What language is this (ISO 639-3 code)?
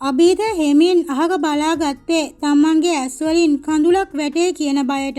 sin